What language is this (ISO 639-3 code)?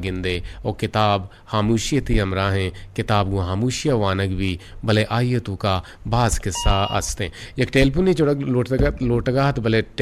bgp